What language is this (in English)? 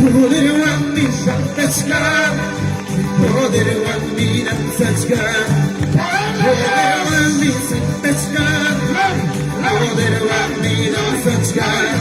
Ayacucho Quechua